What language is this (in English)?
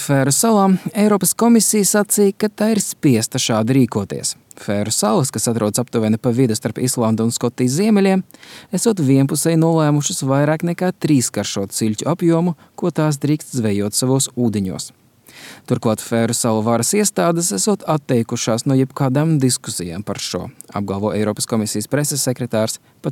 Latvian